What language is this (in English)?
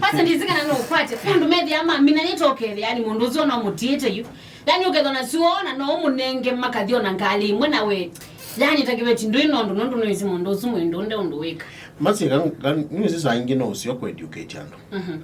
Kamba